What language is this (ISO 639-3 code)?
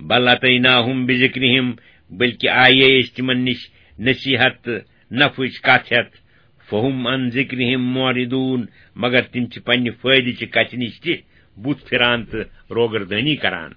kas